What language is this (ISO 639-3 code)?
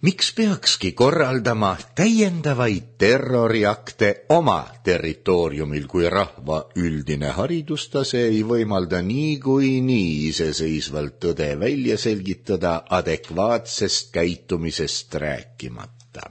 est